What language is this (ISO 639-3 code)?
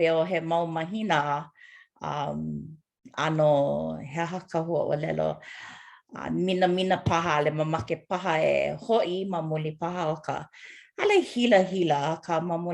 haw